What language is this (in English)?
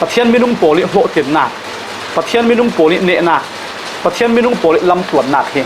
Falam Chin